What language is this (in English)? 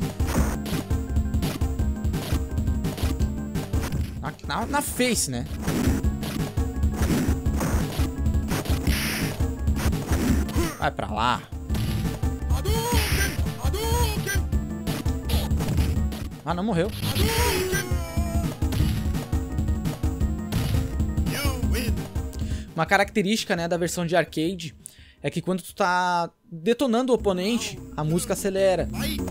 Portuguese